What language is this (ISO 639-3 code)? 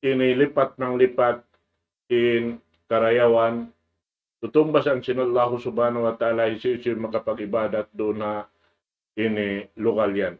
tsg